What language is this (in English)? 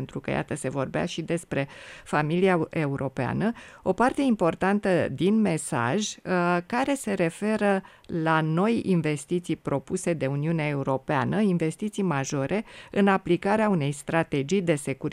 Romanian